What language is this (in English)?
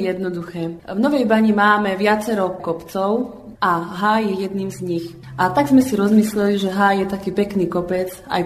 Slovak